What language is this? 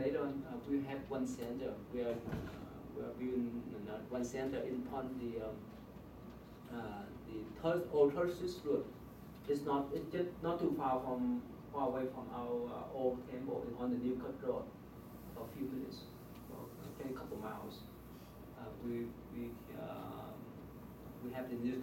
English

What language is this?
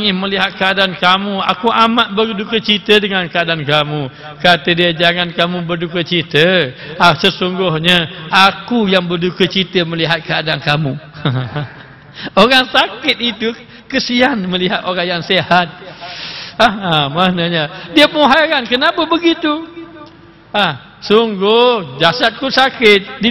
Malay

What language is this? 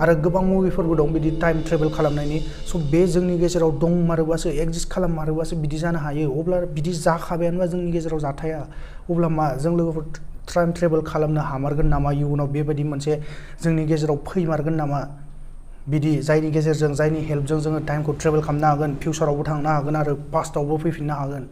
Bodo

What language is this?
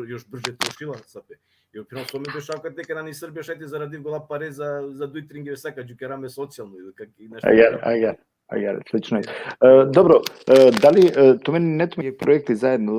Balkan Romani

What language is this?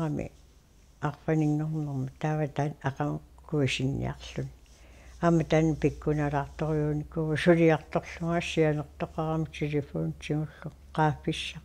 Kalaallisut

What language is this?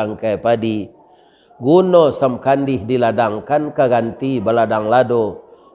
Minangkabau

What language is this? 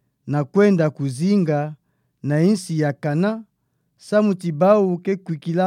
Kituba (Democratic Republic of Congo)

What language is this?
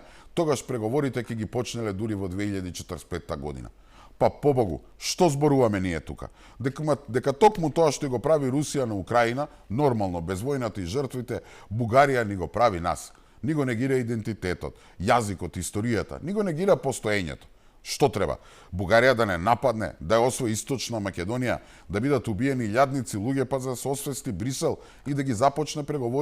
Macedonian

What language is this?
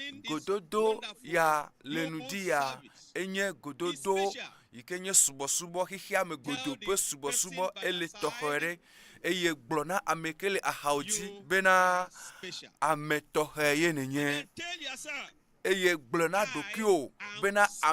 Ewe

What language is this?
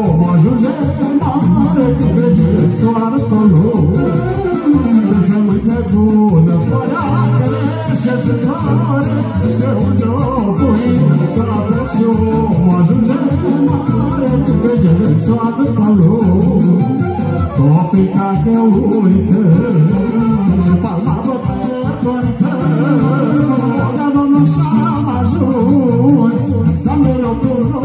Romanian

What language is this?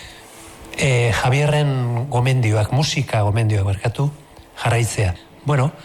Basque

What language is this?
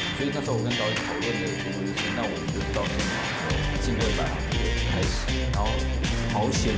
Chinese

